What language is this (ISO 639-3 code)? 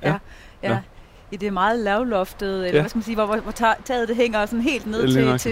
dan